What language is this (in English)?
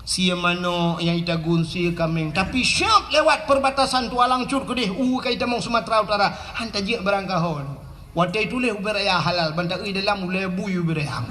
Achinese